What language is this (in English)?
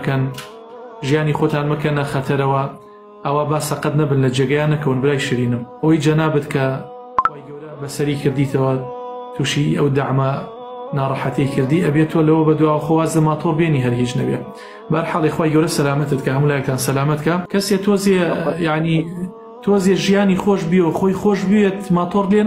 Central Kurdish